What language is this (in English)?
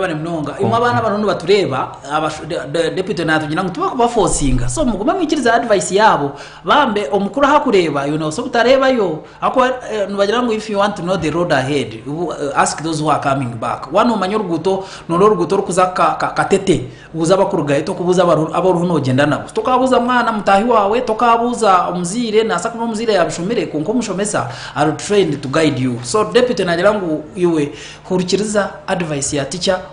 Nyankole